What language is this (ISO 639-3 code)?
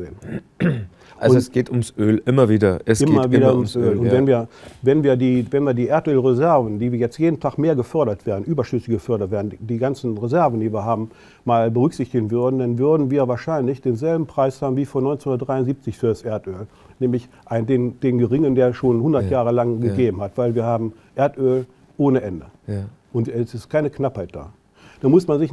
deu